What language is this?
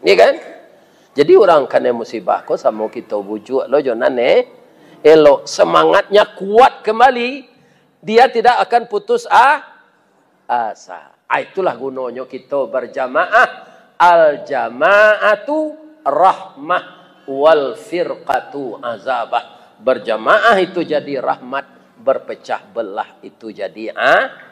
Minangkabau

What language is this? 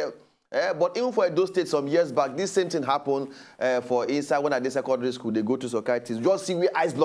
Nigerian Pidgin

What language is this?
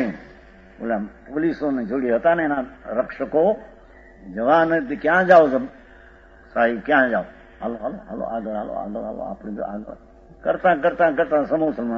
Gujarati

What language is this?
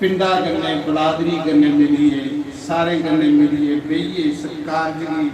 Dogri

